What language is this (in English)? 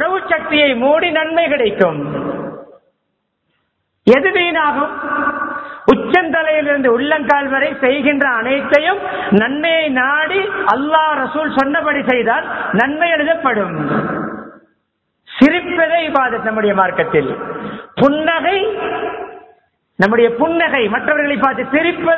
Tamil